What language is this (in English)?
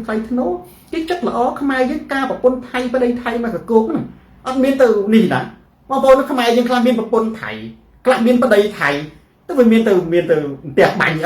Khmer